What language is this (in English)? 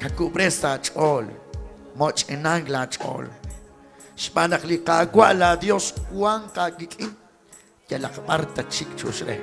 Kekchí